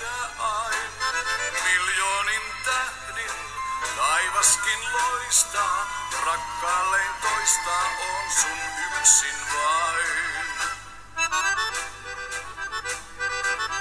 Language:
Finnish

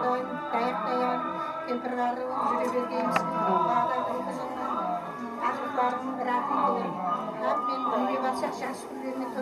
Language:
Kara-Kalpak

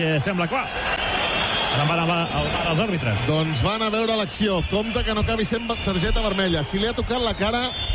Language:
Catalan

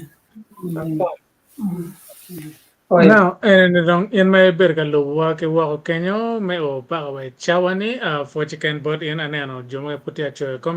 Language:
Acoli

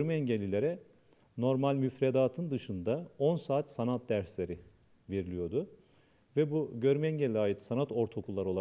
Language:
Turkish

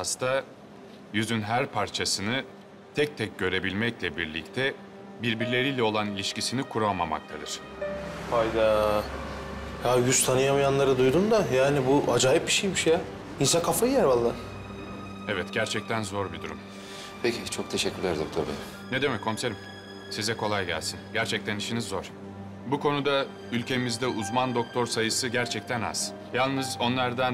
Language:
Turkish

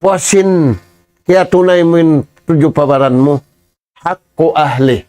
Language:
Tausug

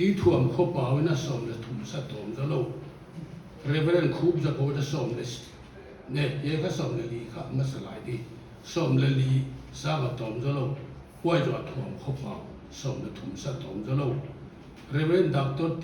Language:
Paite Chin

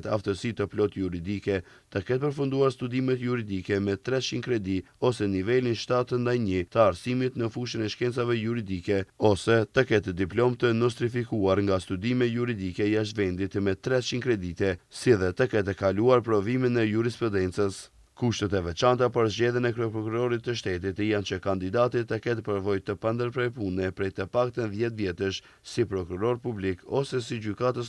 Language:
Albanian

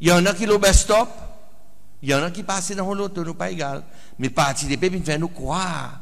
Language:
Seselwa Creole French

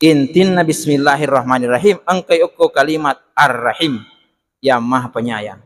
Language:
Buginese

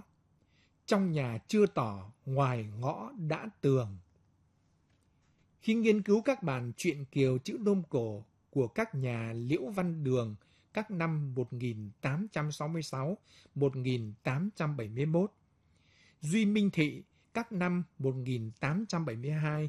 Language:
Vietnamese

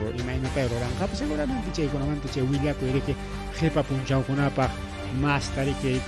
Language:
Ayacucho Quechua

